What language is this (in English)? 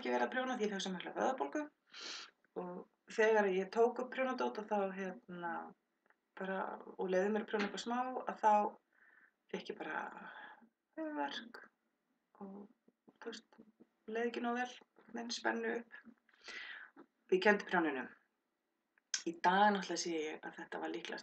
Icelandic